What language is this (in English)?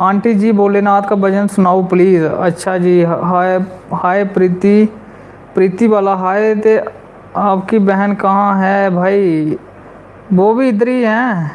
Dogri